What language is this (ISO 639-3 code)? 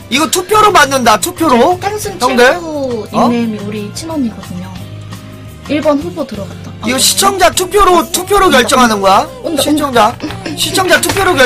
kor